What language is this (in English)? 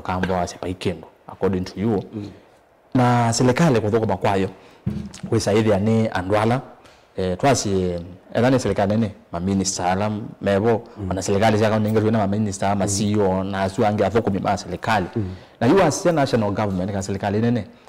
Kamba